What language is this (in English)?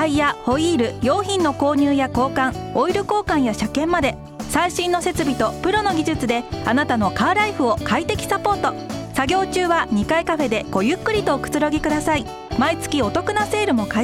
Japanese